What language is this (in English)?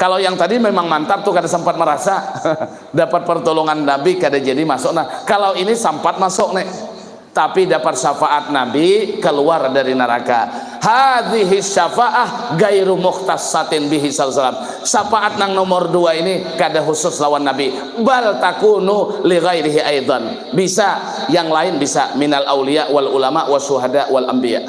Banjar